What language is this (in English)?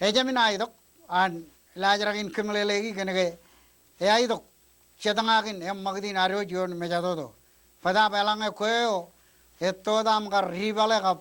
Marshallese